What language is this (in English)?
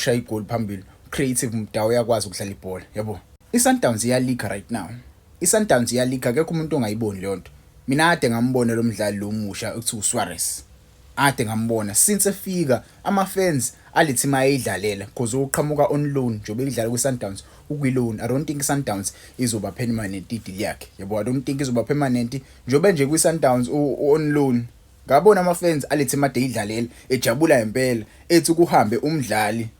Zulu